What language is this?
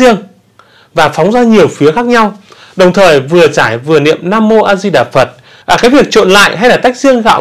Vietnamese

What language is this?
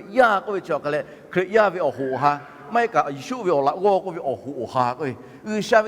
Lahu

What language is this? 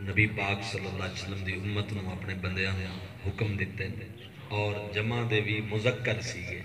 Saraiki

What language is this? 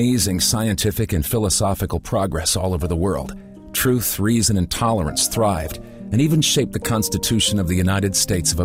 English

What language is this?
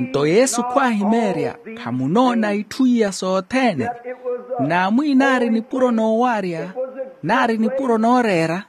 Makhuwa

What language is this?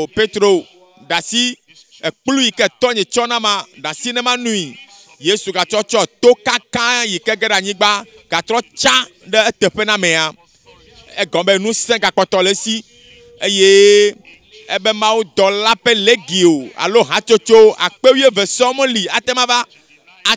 Ewe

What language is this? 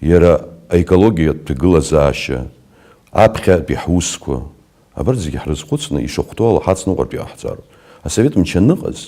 Abkhazian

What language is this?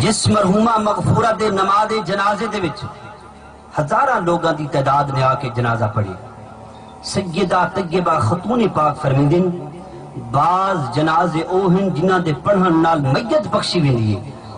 Saraiki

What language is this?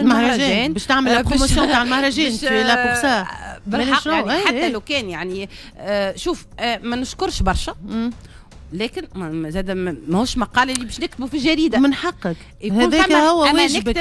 Tunisian Arabic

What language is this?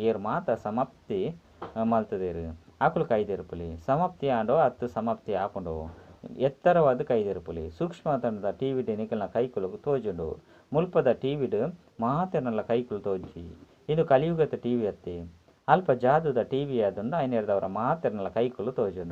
Tulu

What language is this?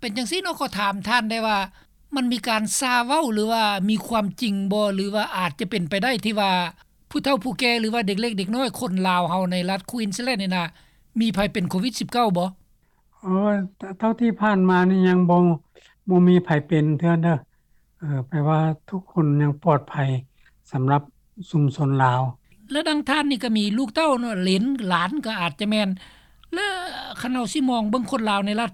Lao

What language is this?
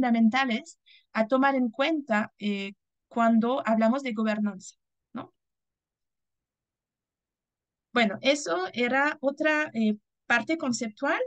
Spanish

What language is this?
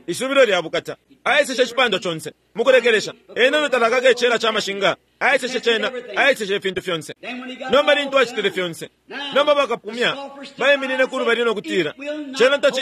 Bemba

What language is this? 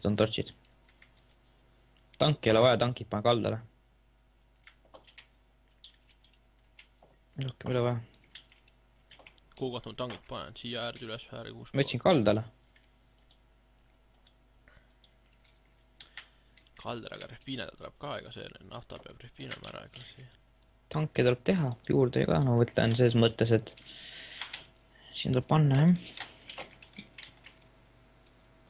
Estonian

